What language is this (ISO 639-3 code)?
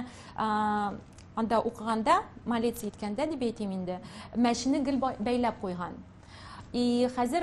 tat